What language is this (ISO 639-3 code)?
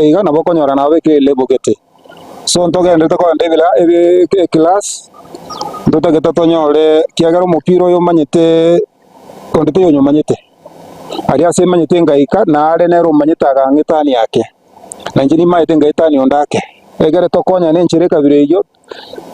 guz